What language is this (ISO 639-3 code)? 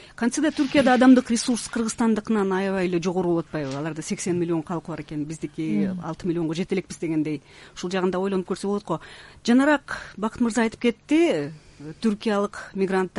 kir